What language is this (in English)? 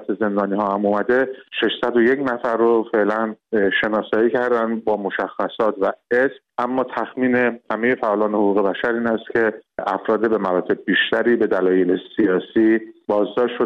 Persian